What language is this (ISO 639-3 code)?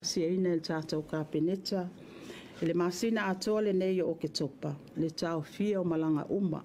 smo